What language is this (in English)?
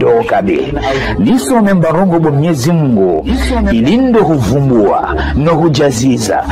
Ngazidja Comorian